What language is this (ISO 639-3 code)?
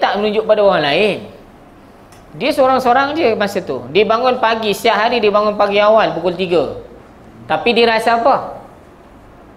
msa